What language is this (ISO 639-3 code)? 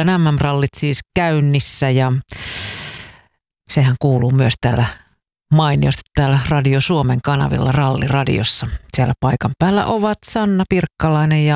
fin